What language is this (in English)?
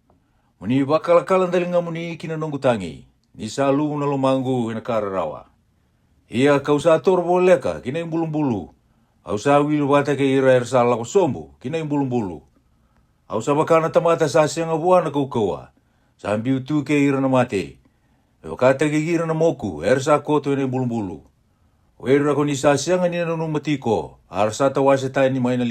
Fijian